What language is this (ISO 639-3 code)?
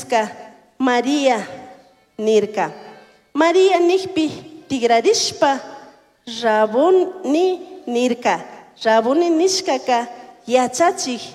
qug